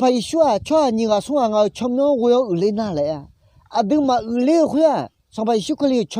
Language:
Akha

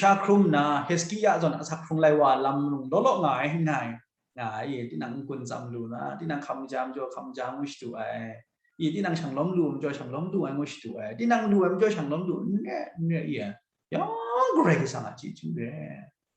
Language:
Kachin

